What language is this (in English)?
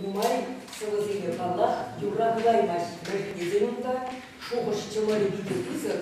Chuvash